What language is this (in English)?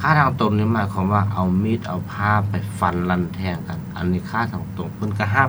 Lao